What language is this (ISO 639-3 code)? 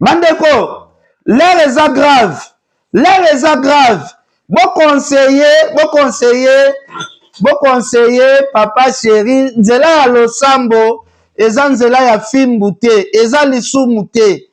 lin